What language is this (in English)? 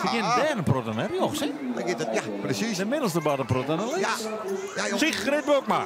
Western Frisian